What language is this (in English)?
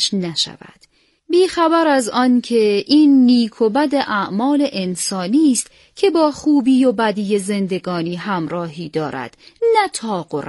Persian